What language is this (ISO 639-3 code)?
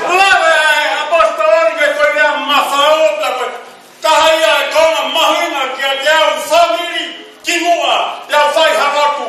ton